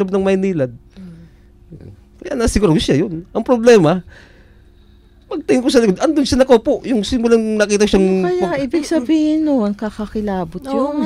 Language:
Filipino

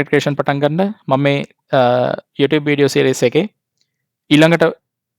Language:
Sinhala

